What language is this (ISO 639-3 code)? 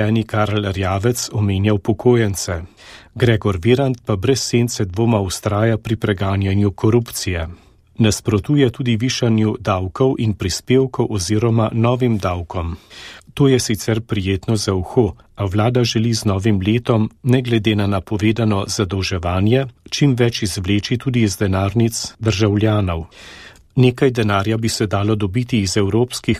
slv